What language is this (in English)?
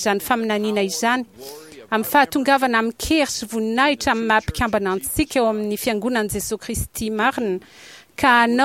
Malagasy